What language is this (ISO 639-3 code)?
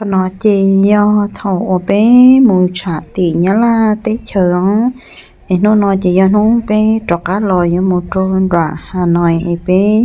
hmn